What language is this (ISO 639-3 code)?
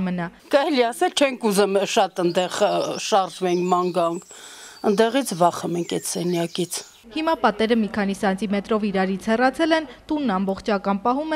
hye